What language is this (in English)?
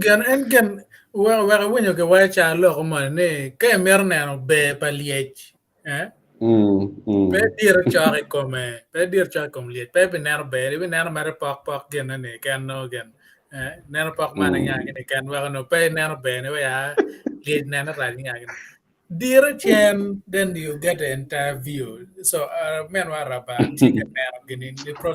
Acoli